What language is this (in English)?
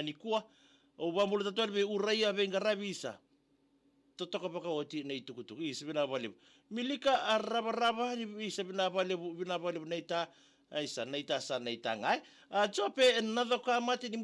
Fijian